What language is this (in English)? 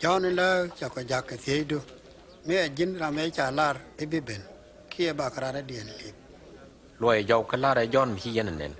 Nuer